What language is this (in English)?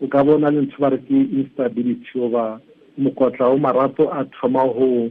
Tswana